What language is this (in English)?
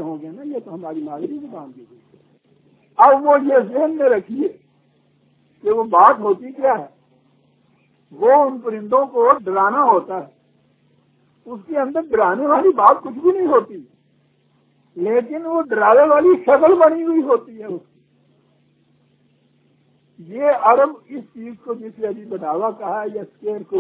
Urdu